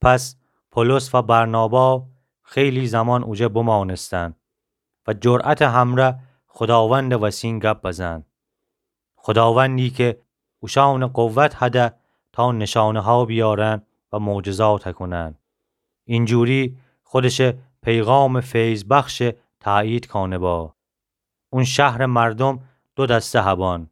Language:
Gilaki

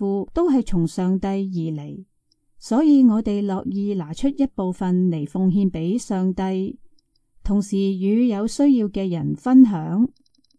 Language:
Cantonese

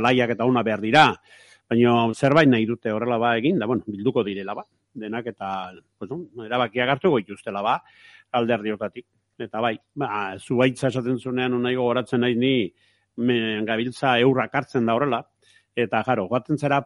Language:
Basque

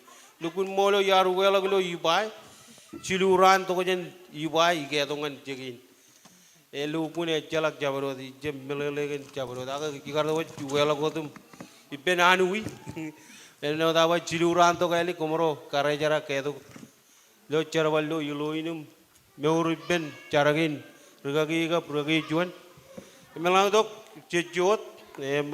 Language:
Marshallese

